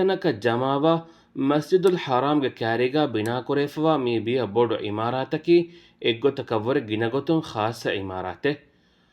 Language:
Divehi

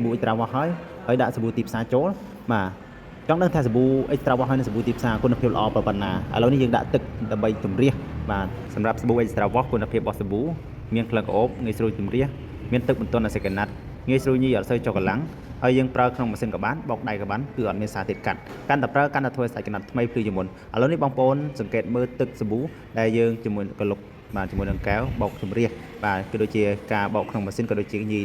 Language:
Khmer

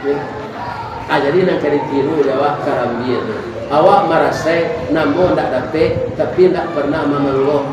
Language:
Minangkabau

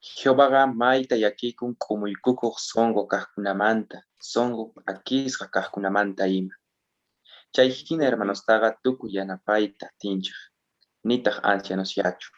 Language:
South Bolivian Quechua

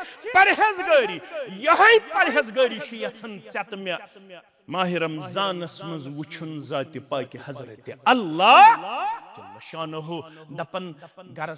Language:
Kashmiri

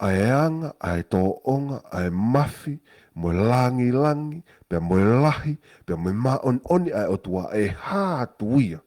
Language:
Tongan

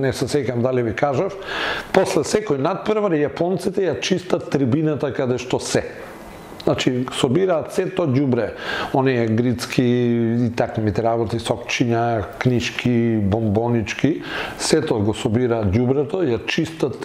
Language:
Macedonian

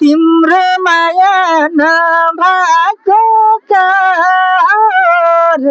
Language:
Nepali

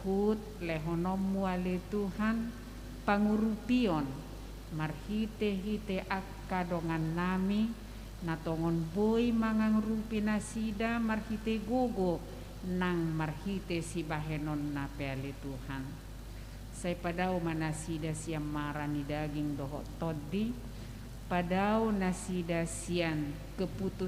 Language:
Batak Toba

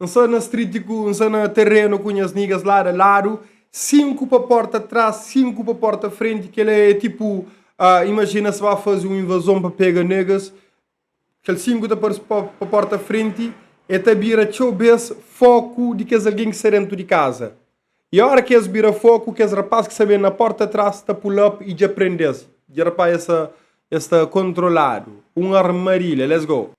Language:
Kabuverdianu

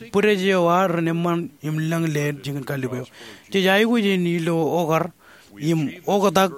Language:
Marshallese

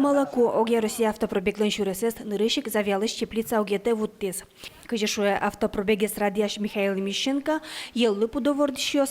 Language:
Udmurt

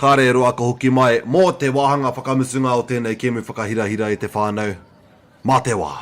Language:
Māori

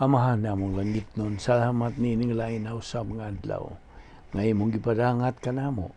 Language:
Cebuano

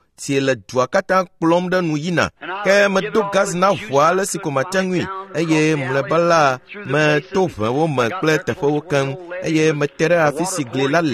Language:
Ewe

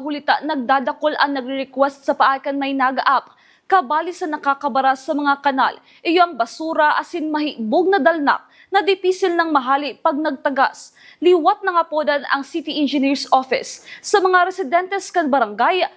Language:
Bikol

